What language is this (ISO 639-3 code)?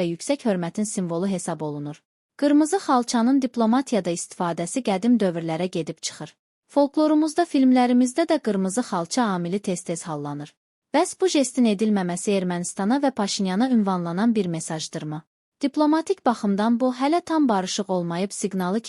aze